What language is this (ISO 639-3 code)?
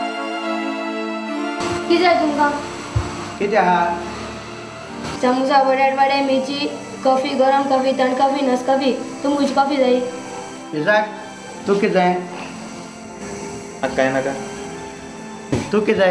kok